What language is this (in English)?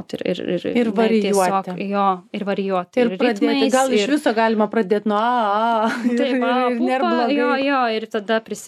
Lithuanian